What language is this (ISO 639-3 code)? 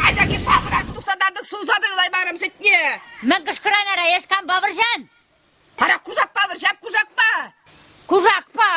chv